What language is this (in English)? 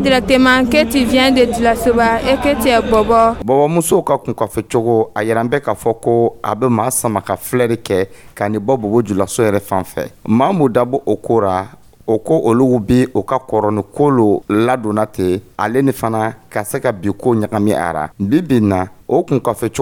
Dyula